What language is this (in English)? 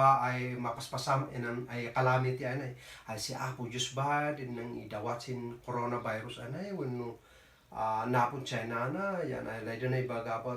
Kankanaey